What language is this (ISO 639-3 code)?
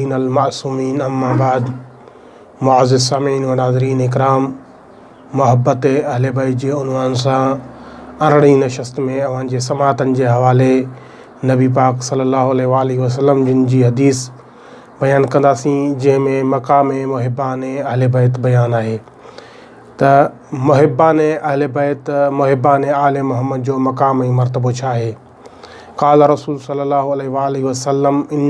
snd